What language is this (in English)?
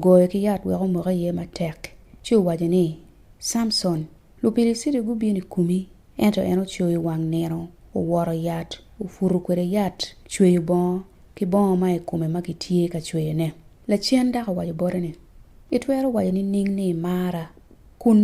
Acoli